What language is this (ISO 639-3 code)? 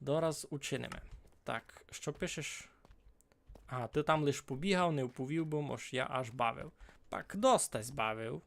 rue